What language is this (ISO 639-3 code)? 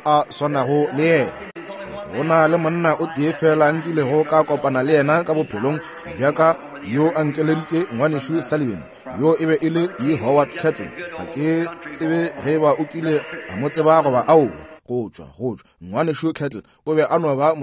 nso